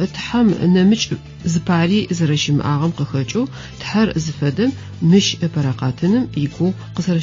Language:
Adyghe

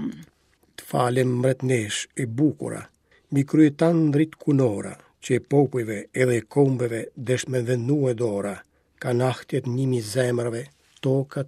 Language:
Albanian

